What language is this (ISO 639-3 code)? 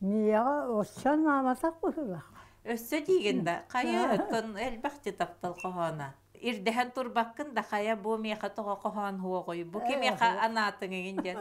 sah